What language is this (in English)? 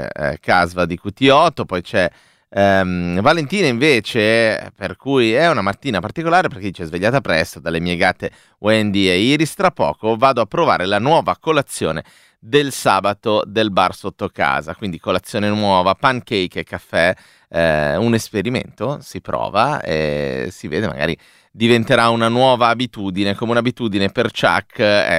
Italian